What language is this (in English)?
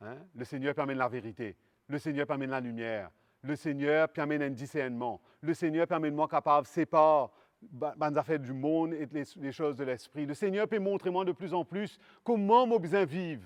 Morisyen